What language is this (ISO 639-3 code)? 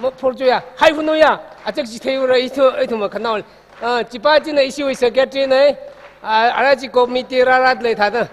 nmf